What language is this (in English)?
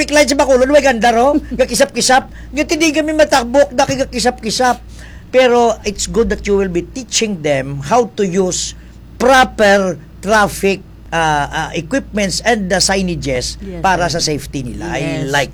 Hiligaynon